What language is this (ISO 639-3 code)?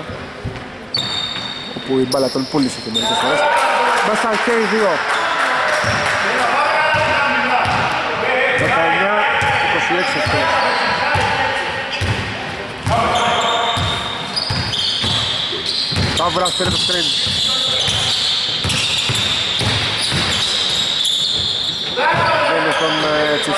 ell